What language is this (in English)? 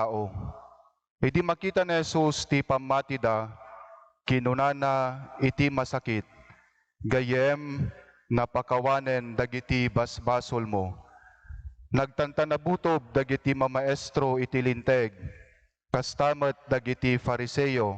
Iloko